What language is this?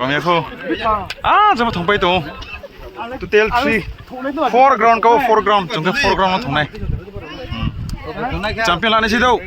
Riang (India)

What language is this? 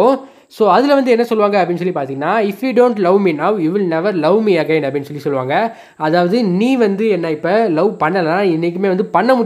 Tamil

